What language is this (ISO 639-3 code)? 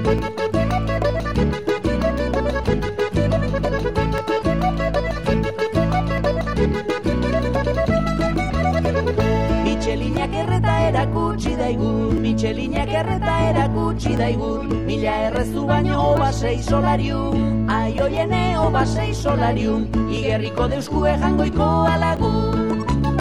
eus